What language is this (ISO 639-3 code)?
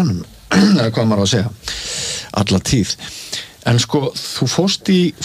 isl